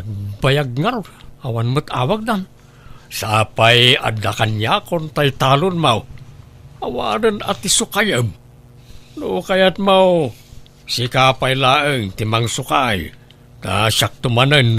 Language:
Iloko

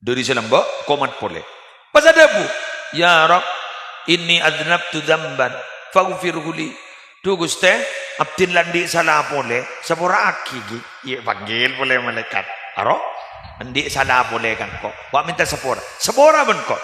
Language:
Madurese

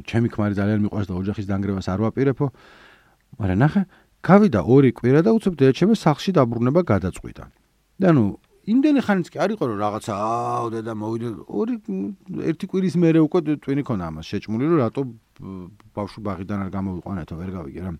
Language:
Georgian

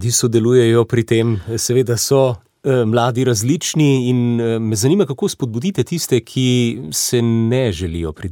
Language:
Slovenian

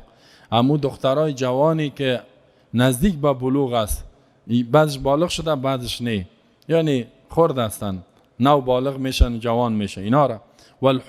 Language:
Persian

